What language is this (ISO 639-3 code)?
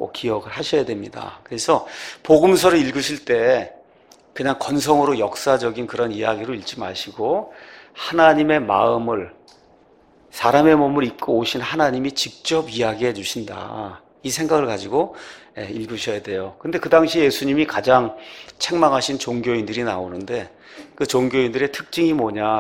kor